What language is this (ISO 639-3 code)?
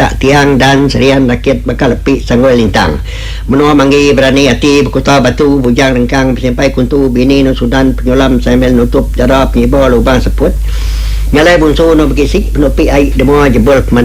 iba